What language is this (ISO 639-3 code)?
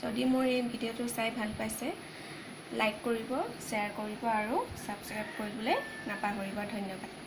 asm